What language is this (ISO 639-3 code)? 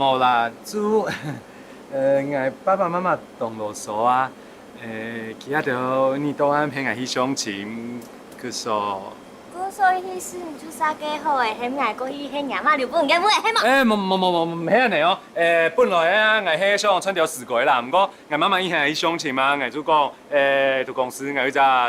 hak